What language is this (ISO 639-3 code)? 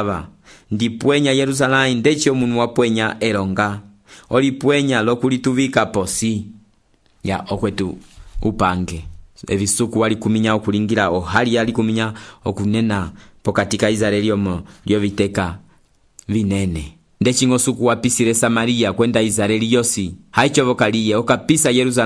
umb